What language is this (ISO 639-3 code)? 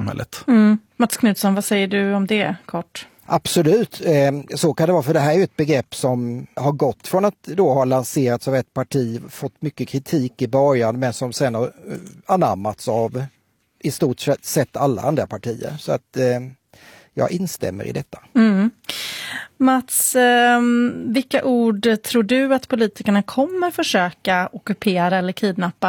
swe